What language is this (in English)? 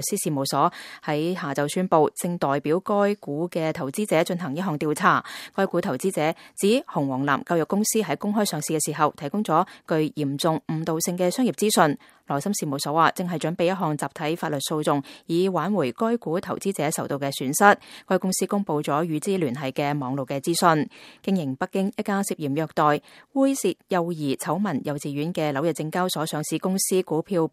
Cantonese